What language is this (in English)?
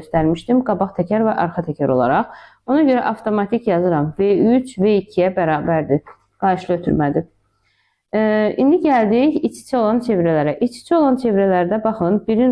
Azerbaijani